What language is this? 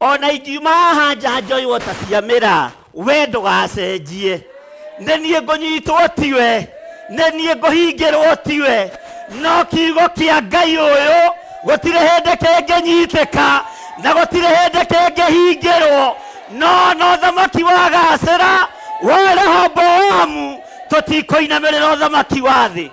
Kikuyu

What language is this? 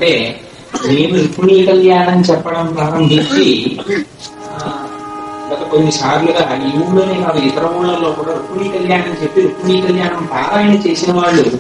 Telugu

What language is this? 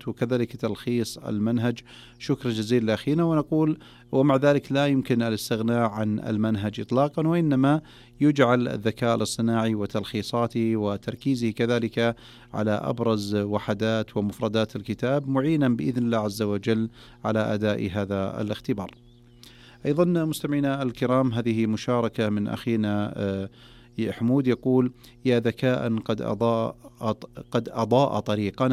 Najdi Arabic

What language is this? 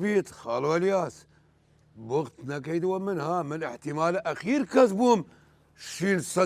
Southern Kurdish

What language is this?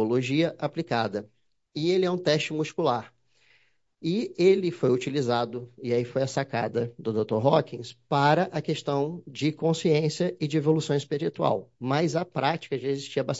Portuguese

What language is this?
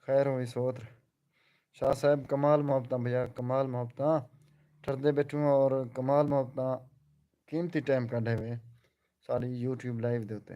Saraiki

